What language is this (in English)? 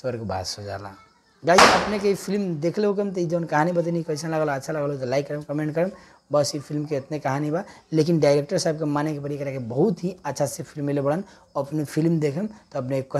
Bhojpuri